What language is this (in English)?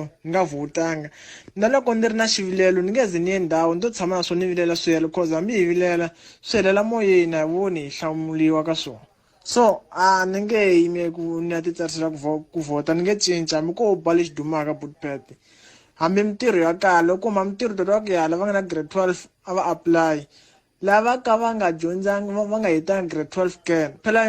Tsonga